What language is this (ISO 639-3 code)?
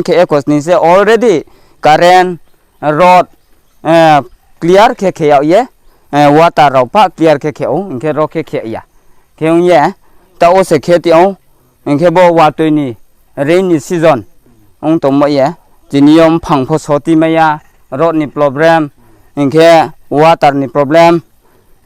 ria